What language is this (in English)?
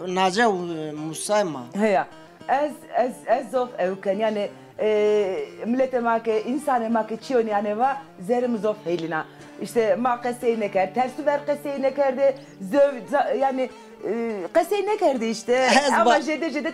Zaza